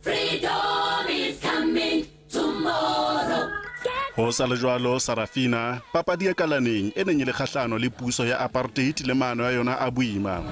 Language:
Southern Sotho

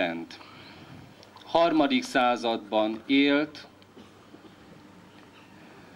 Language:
Hungarian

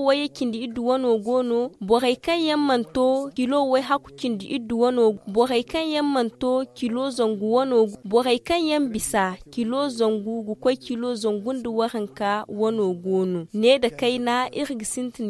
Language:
Zarma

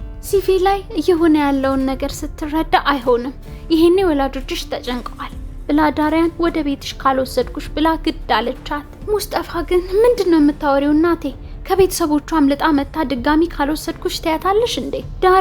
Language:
Amharic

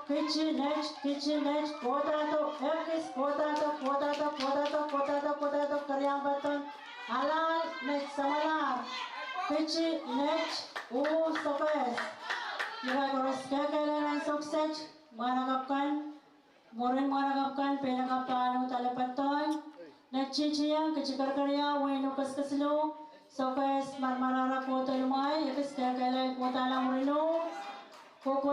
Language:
Pohnpeian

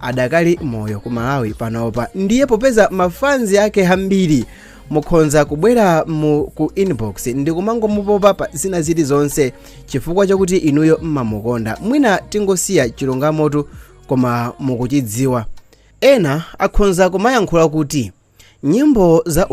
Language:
Nyanja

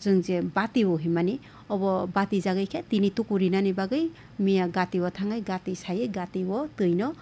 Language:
Kok Borok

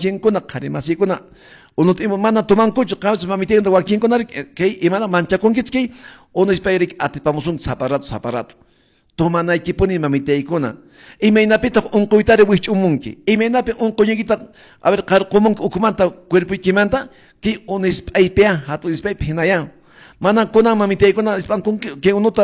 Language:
Quechua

